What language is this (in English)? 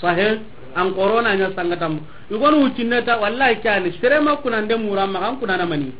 Soninke